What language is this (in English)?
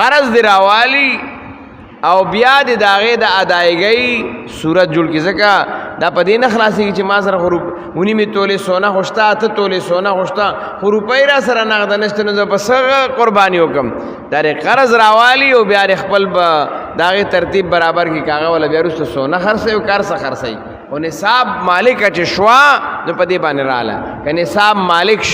Pashto